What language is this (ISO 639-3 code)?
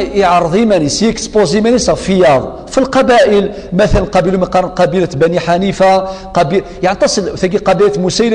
kab